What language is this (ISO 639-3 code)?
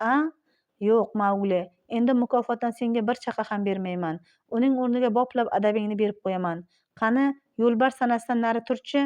uzb